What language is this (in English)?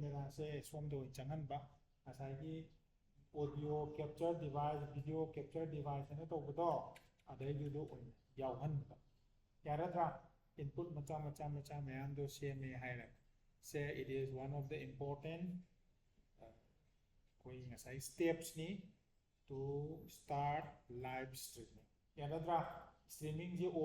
Manipuri